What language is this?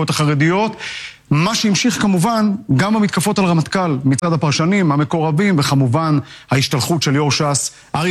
Hebrew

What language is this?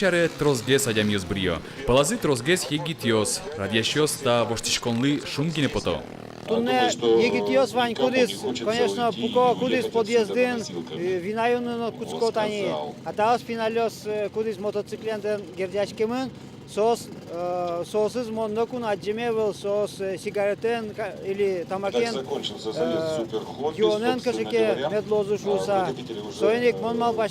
Udmurt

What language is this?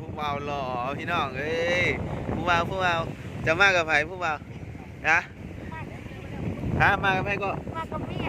Lao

